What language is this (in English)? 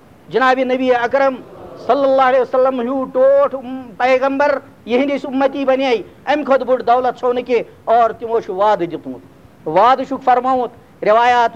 Kashmiri